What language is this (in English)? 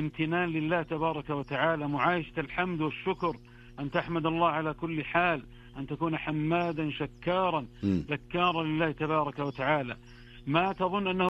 Arabic